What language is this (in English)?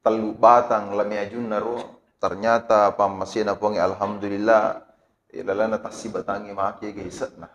Buginese